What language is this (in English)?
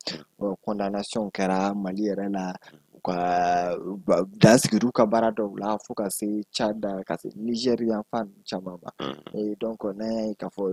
Bambara